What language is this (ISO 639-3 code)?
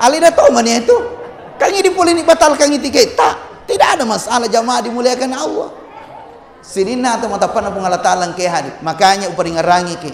bug